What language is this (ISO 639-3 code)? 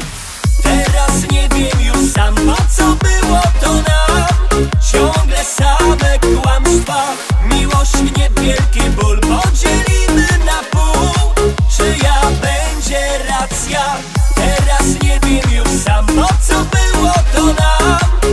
pol